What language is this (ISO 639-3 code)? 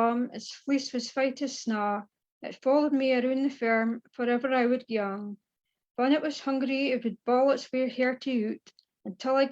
sco